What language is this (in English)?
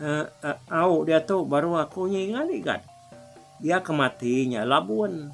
Iban